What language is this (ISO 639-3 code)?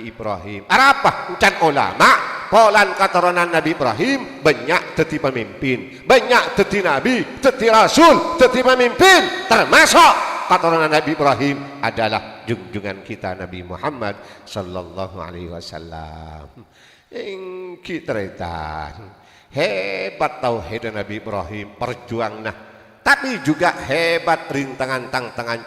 mad